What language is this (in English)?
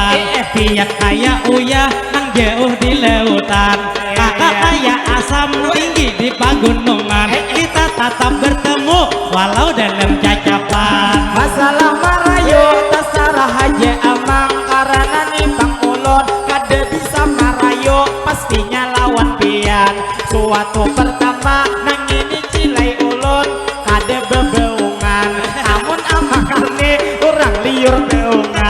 Banjar